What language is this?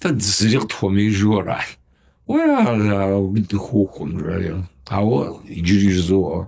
Kabardian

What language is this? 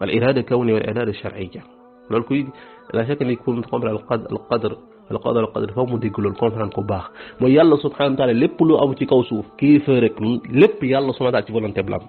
Wolof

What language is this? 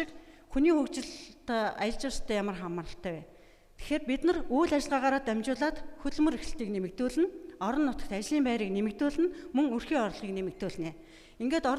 Mongolian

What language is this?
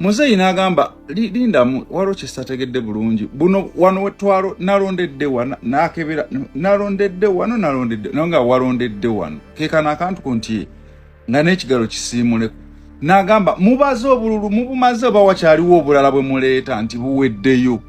Ganda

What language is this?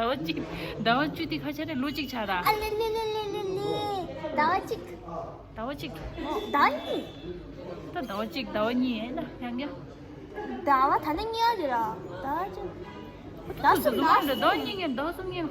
Tibetan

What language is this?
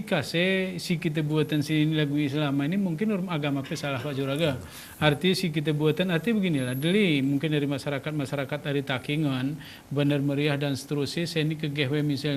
Gayo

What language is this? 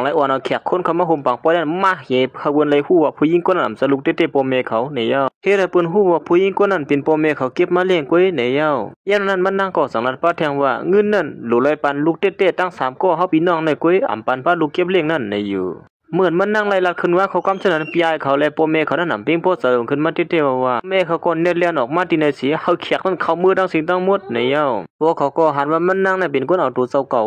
Shan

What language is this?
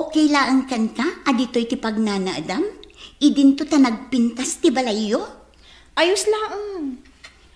Iloko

